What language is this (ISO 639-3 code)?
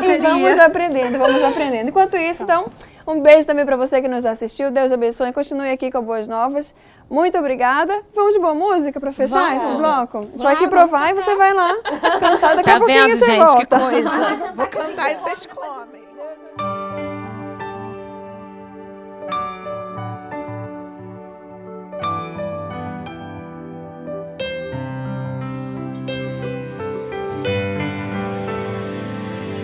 por